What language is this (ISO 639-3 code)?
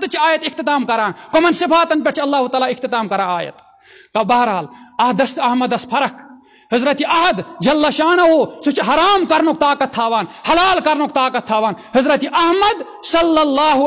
kas